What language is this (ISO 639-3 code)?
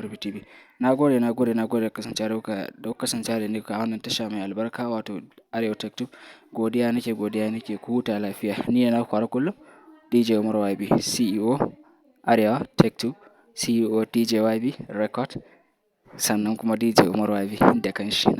hau